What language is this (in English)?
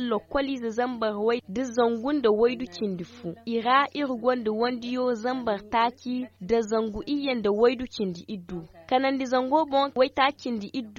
Zarma